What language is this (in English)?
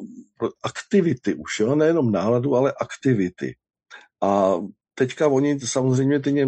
Czech